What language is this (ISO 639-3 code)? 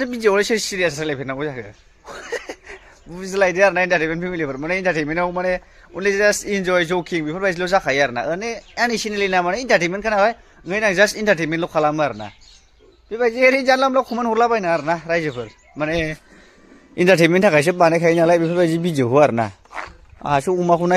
brx